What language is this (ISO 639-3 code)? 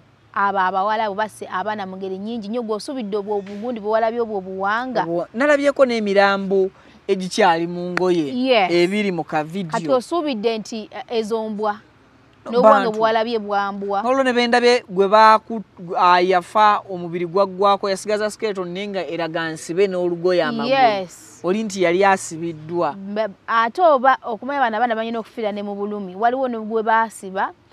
lug